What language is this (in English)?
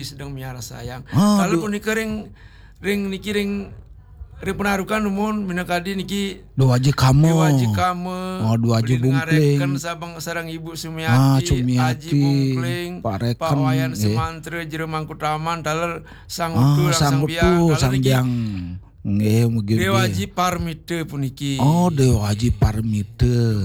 Balinese